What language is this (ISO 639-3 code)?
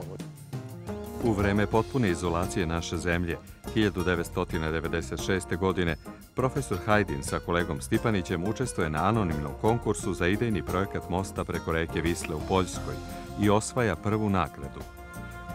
srp